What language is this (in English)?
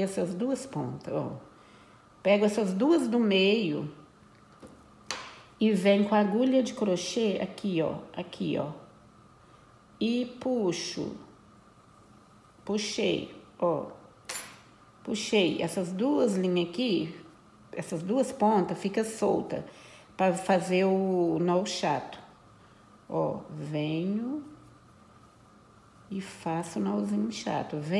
Portuguese